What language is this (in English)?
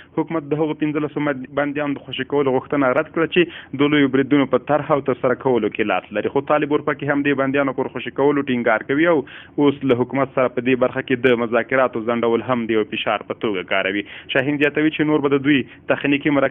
Pashto